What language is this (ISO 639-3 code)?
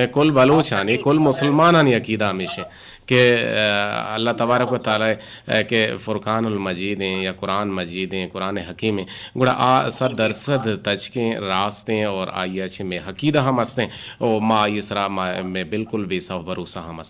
bgp